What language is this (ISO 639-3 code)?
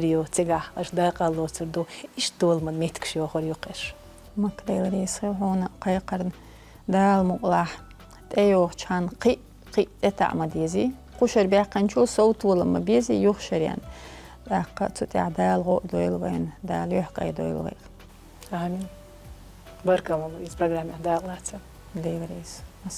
che